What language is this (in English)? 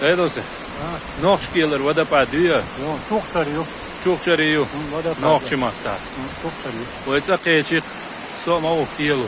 Chechen